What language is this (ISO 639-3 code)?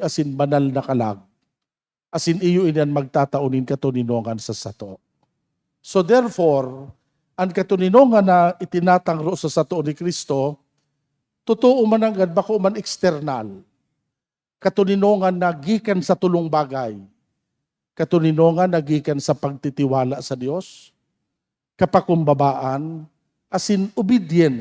bik